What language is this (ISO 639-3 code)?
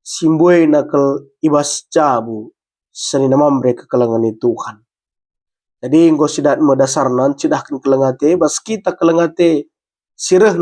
btx